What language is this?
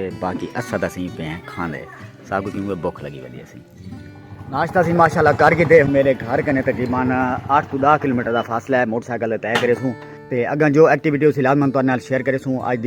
Saraiki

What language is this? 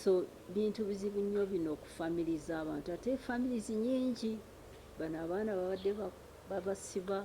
Ganda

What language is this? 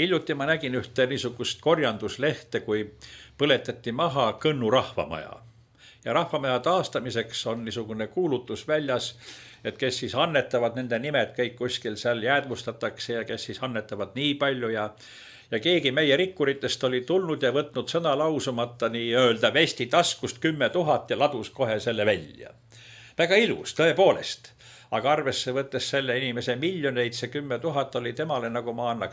Estonian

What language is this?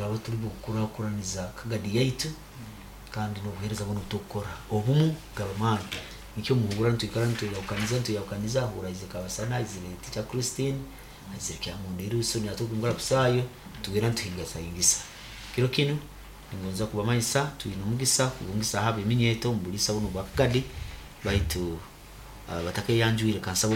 Nyoro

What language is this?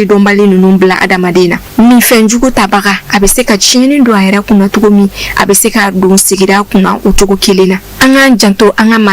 Bambara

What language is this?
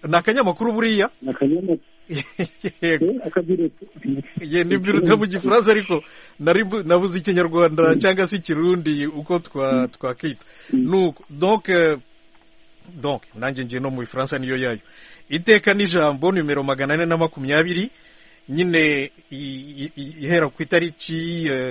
Kinyarwanda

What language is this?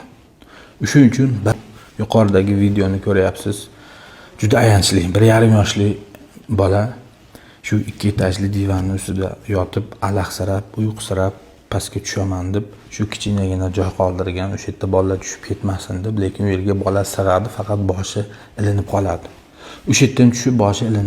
Uzbek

